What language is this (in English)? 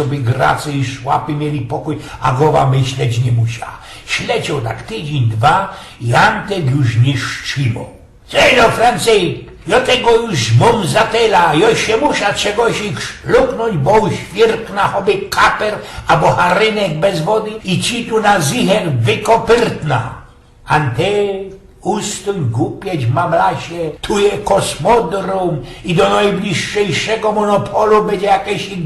Silesian